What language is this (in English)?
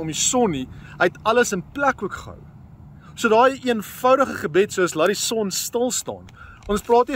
Afrikaans